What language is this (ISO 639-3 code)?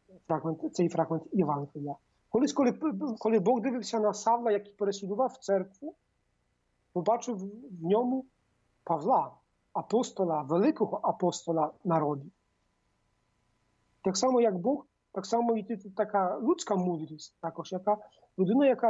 ukr